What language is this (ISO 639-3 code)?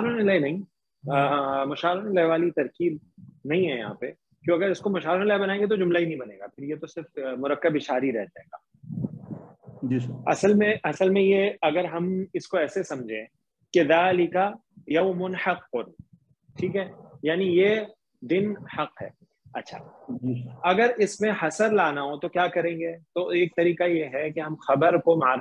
urd